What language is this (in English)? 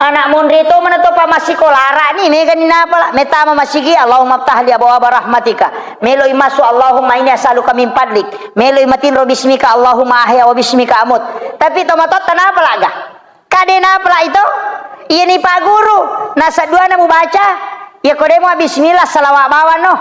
Buginese